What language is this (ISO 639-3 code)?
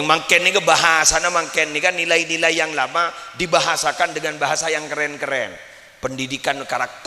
mad